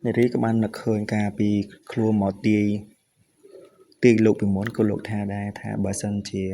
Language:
Khmer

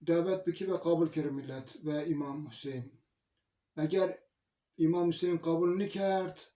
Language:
Zaza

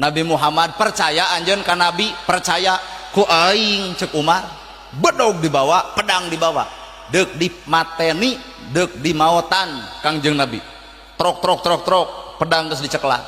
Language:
Sundanese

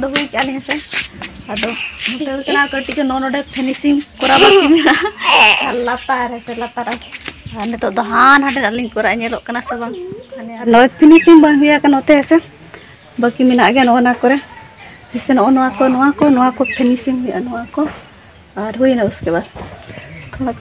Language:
Santali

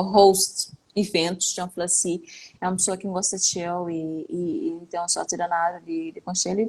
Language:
Kabuverdianu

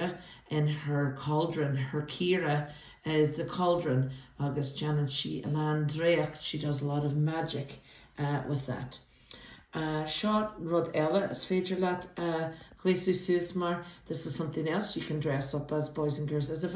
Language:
Irish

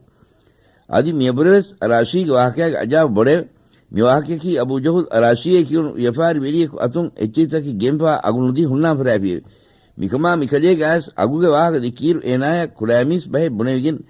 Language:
Divehi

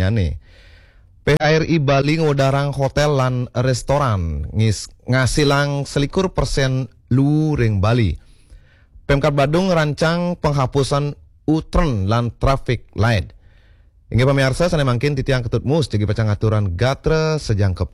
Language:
Balinese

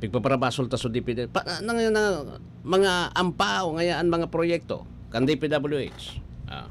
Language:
Bikol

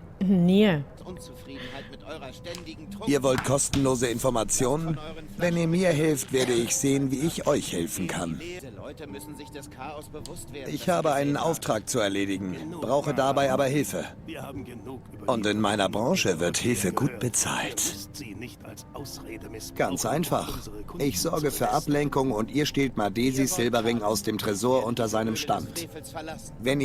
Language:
Swiss German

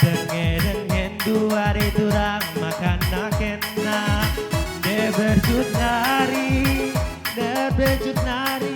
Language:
Batak Karo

